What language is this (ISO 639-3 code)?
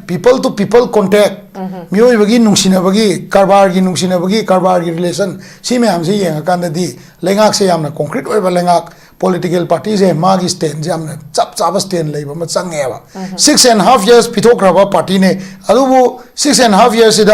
mni